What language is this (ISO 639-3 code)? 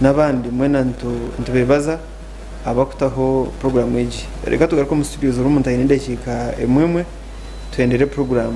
nyn